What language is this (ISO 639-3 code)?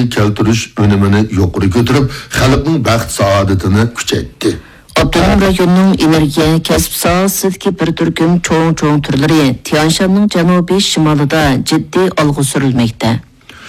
uig